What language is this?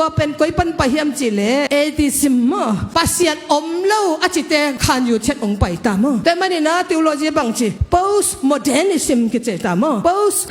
Tedim Chin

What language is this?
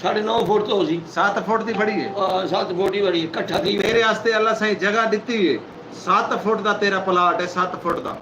Saraiki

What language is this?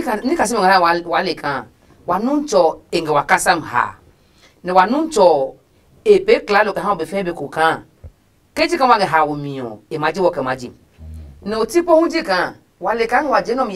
Adangme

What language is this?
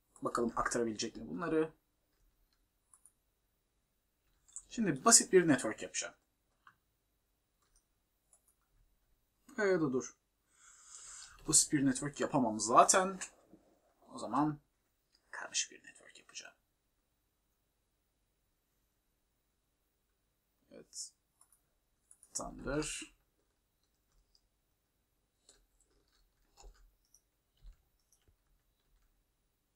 Turkish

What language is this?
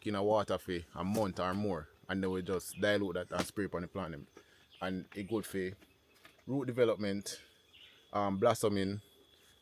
Jamaican Creole English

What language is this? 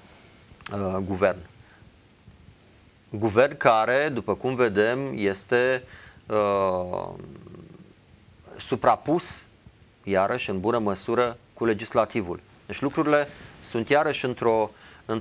Romanian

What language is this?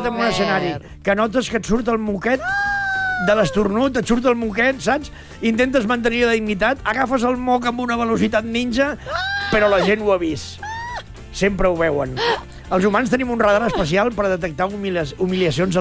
Catalan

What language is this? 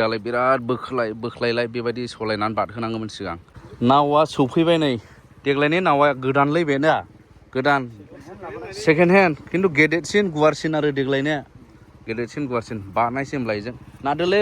Bodo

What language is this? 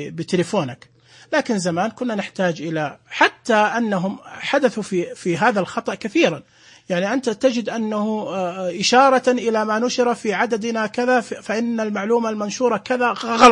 Najdi Arabic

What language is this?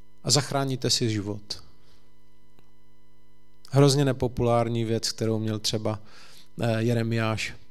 Czech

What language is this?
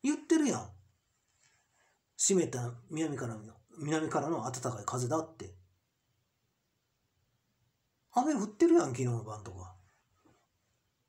Japanese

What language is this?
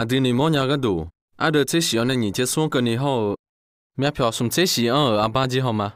Akha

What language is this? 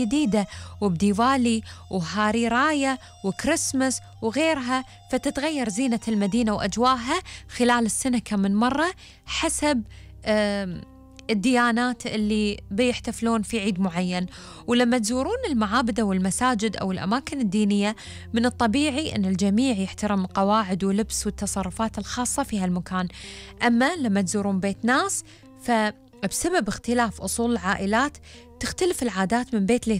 Gulf Arabic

